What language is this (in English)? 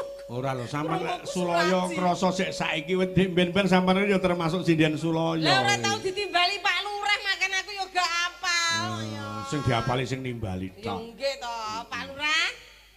Javanese